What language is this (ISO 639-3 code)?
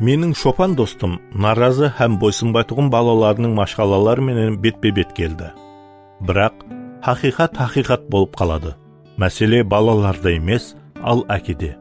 kaa